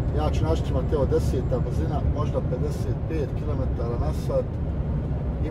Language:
Croatian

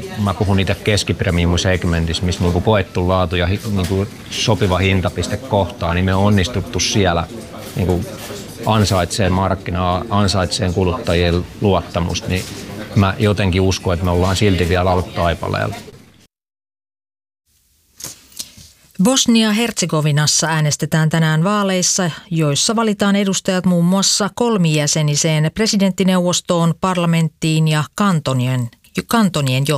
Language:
Finnish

